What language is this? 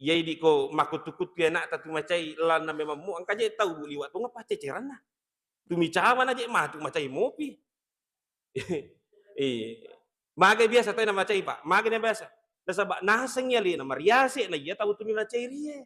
Buginese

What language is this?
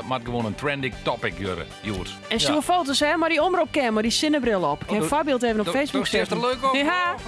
Western Frisian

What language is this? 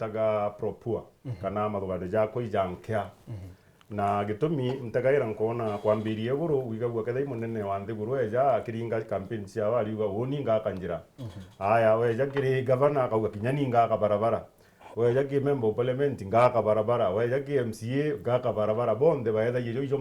Meru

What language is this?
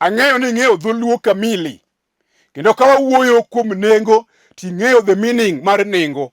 Luo (Kenya and Tanzania)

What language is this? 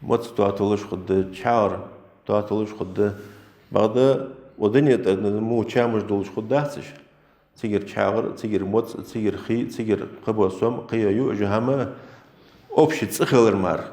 Ingush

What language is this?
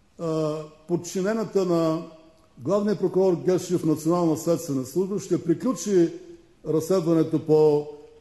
Bulgarian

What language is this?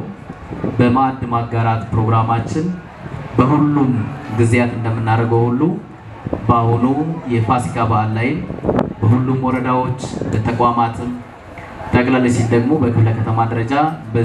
Amharic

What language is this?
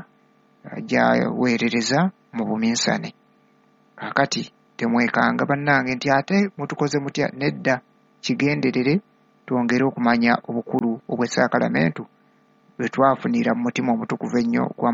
Ganda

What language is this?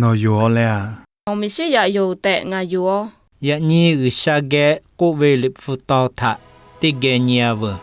Lahu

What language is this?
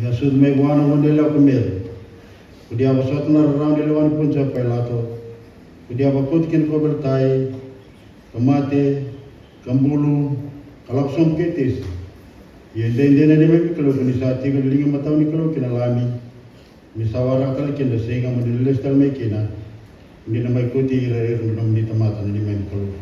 Fijian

